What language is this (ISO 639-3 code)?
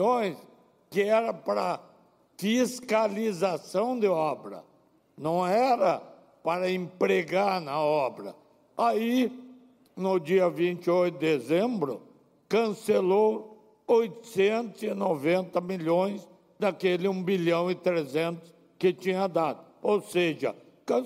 por